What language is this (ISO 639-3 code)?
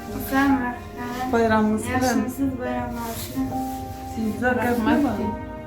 tuk